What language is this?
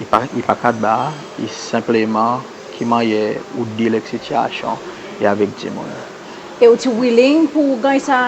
Seselwa Creole French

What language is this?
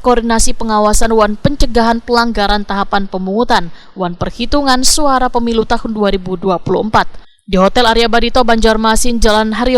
Banjar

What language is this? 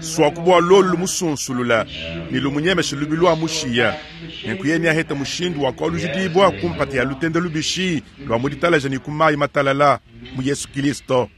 Luba-Lulua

